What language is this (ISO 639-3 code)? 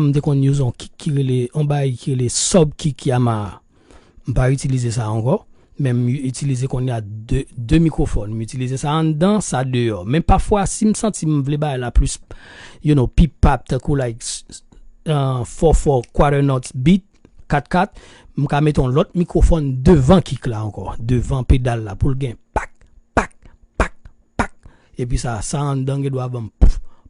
hat